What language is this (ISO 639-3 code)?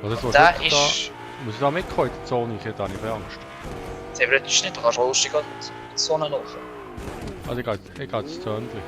gsw